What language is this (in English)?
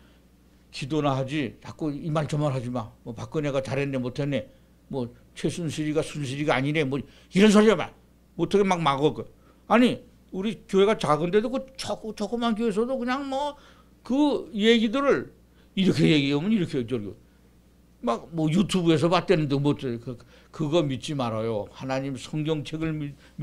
Korean